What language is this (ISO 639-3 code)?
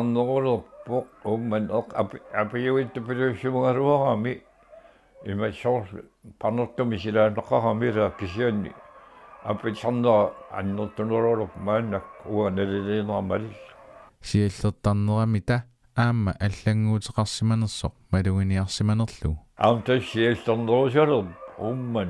kal